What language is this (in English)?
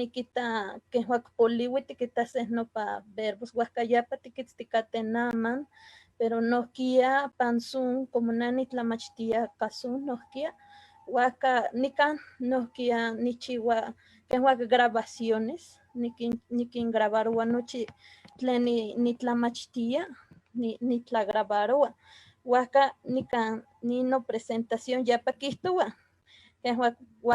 Eastern Huasteca Nahuatl